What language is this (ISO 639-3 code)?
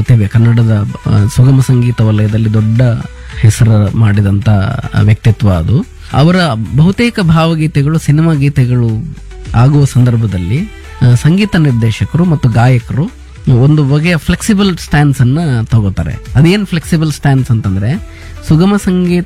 kan